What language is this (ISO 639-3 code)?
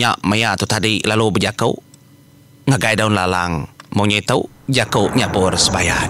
iba